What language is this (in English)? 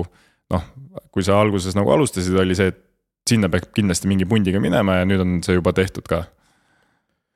Estonian